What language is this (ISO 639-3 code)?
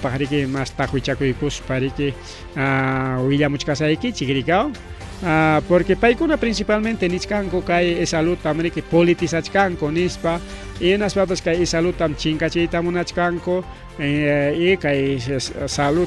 quy